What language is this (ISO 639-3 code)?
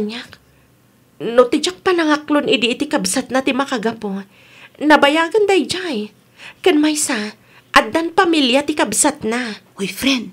ilo